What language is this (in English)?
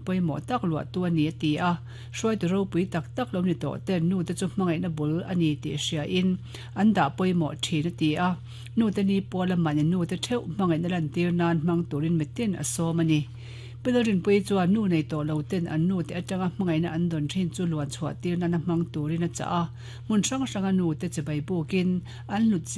Mizo